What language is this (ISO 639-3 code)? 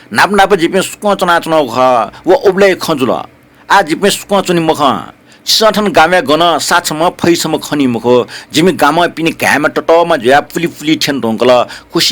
new